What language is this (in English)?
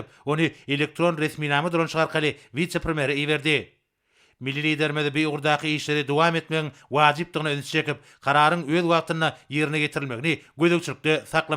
Turkmen